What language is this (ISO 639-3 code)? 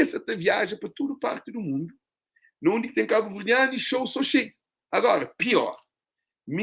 kea